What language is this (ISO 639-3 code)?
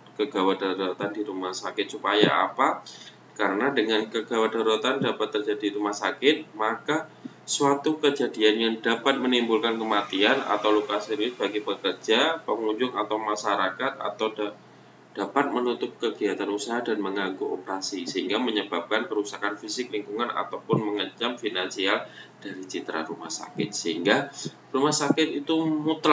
ind